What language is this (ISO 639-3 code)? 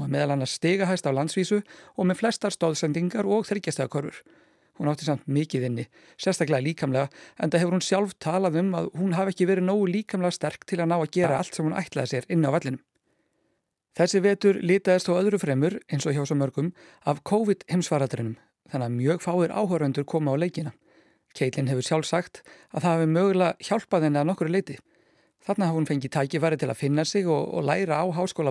isl